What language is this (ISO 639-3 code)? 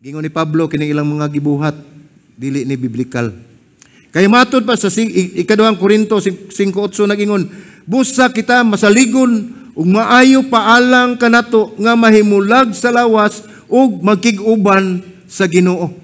ceb